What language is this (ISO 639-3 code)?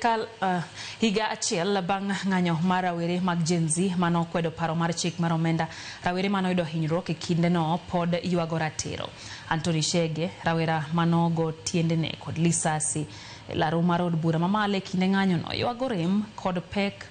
luo